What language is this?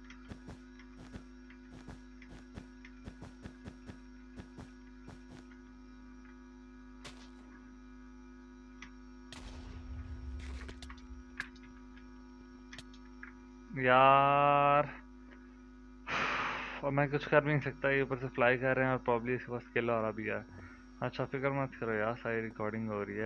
Hindi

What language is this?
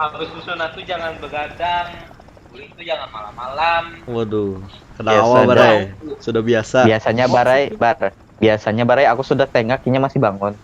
Banjar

